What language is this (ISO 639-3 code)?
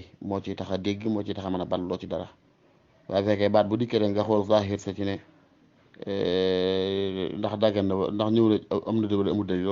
wol